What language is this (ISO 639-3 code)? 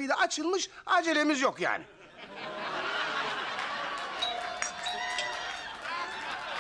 tur